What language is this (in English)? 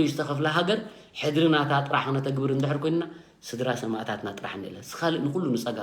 Tigrinya